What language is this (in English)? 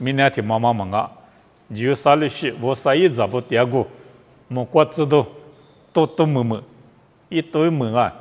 Lisu